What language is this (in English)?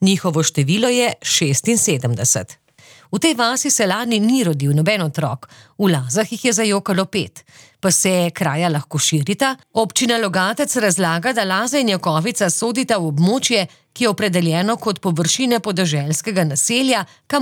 Slovenian